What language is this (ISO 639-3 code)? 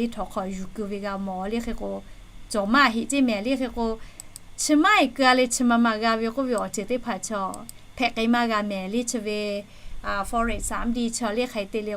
lhu